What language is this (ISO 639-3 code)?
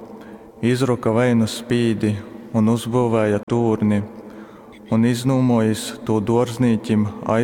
ltg